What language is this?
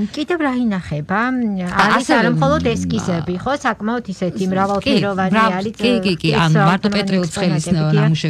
Georgian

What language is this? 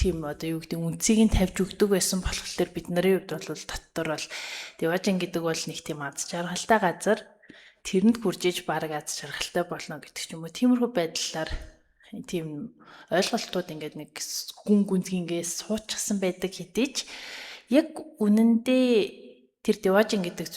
Mongolian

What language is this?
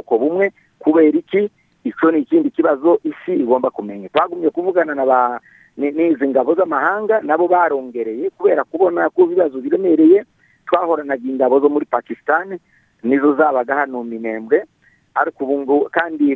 Rundi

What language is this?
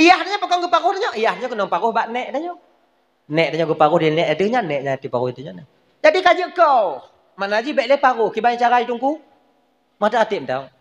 Achinese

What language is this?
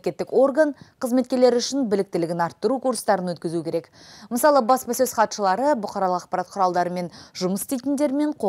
Kazakh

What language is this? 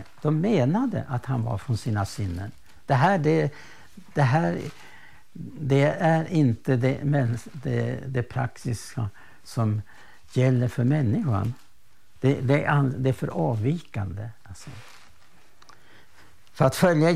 Swedish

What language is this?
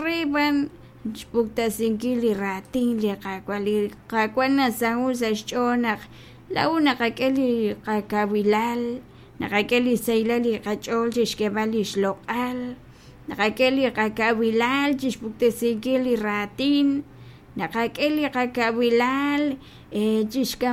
Kekchí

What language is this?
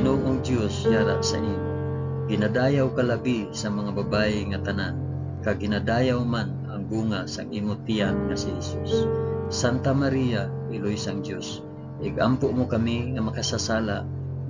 Hiligaynon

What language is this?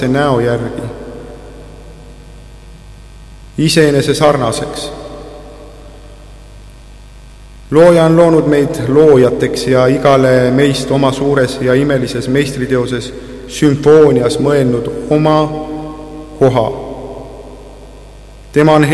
Estonian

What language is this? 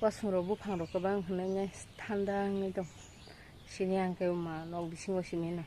Kok Borok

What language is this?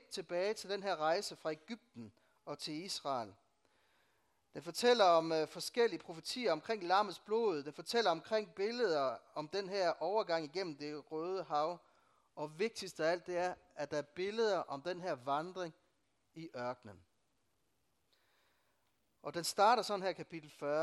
Danish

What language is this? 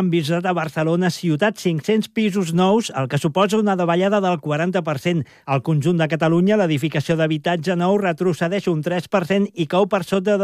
Catalan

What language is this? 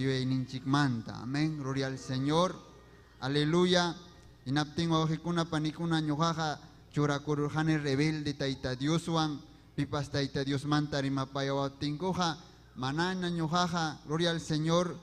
Ayacucho Quechua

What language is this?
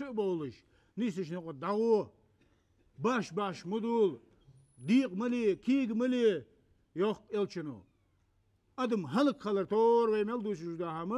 Ingush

